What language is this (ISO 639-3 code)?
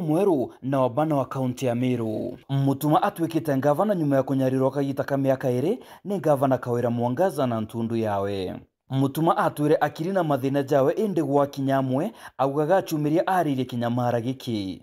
mer